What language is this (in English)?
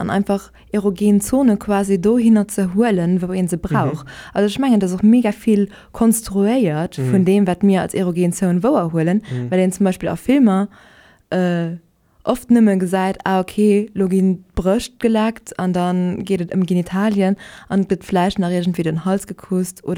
Luxembourgish